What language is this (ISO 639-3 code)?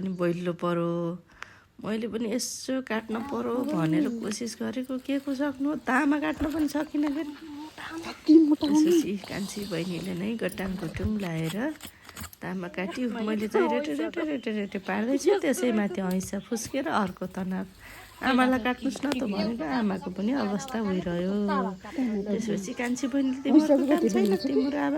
nep